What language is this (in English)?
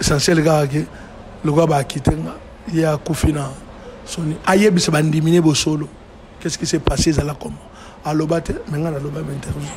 Lingala